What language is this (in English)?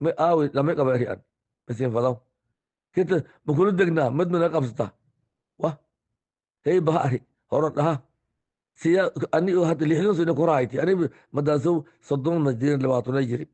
Somali